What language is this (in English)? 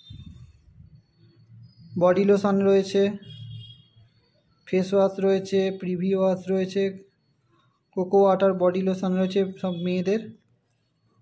Bangla